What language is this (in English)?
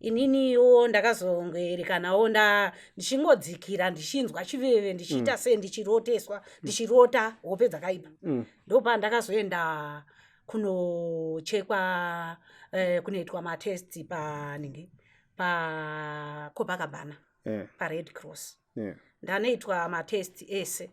Shona